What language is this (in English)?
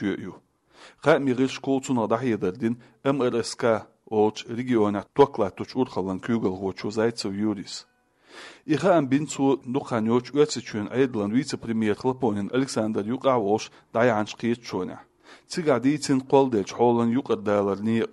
Chechen